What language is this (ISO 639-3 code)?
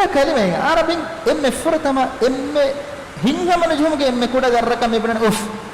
div